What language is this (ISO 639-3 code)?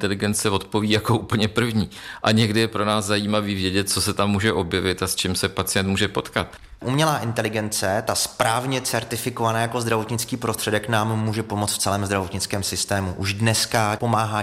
ces